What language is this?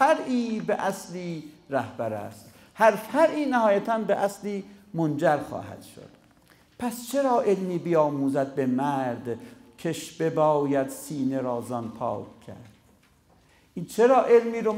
Persian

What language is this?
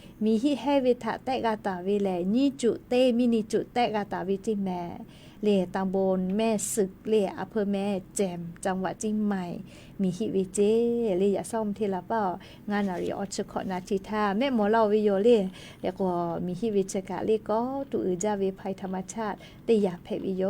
Lahu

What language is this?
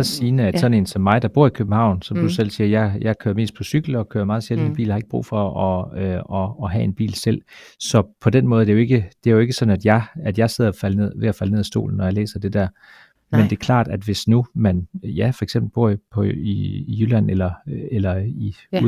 Danish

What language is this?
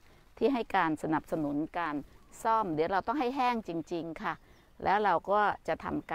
Thai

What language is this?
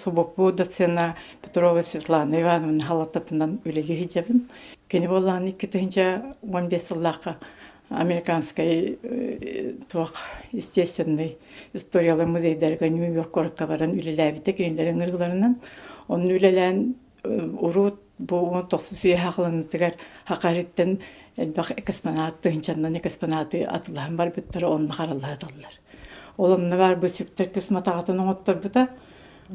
Yakut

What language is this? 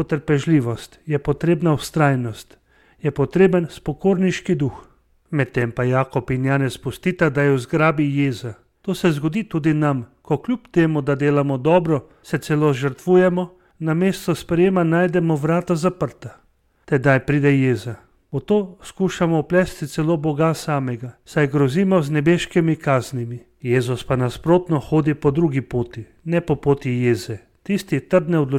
Slovenian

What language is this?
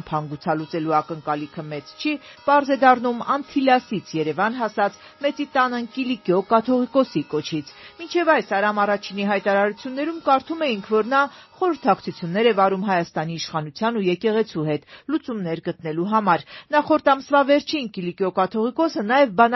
Armenian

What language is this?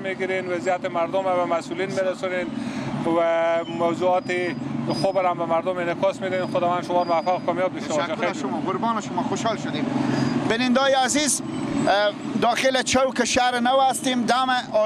Persian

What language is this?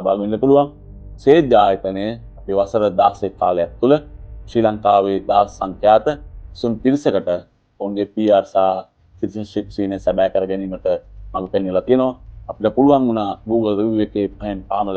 Sinhala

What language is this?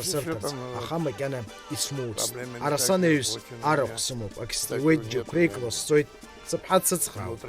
Abkhazian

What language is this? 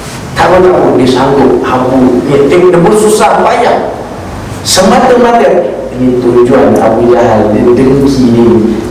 Malay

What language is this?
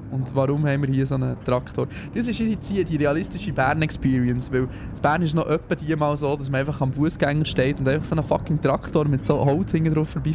Swiss German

